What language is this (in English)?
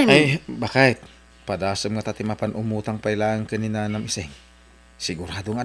Iloko